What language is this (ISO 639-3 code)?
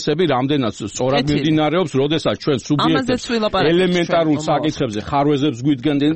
kat